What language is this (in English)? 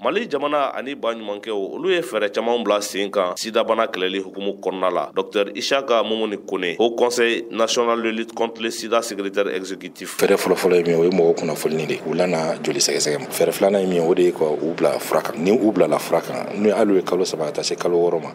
Bambara